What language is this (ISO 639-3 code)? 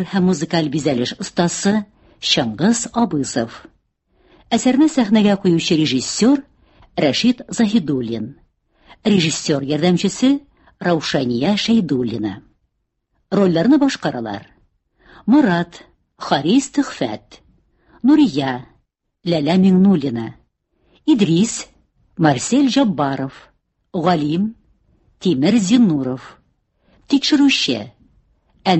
tat